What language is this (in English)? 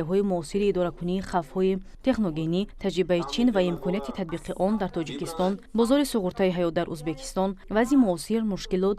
Tajik